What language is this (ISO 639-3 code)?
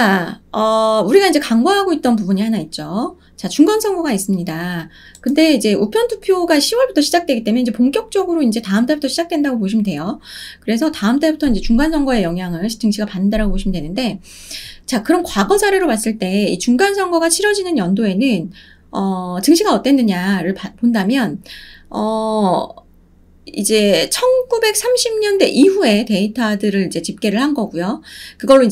kor